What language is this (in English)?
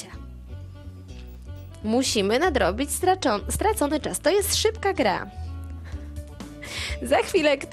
Polish